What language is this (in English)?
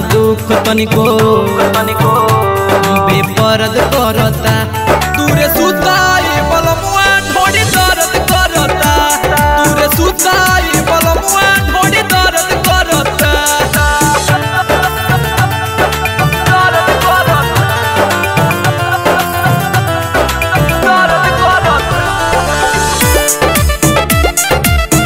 Bhojpuri